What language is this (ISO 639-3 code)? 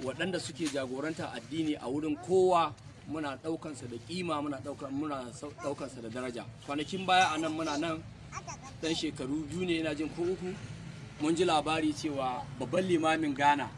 hau